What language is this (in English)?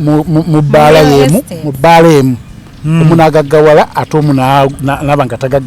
Ganda